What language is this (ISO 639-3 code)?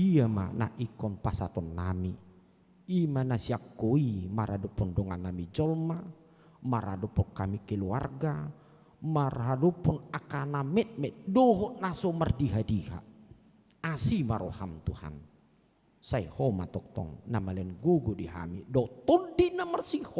bbc